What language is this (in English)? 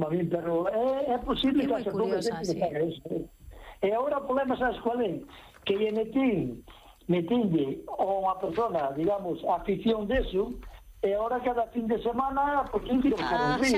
Galician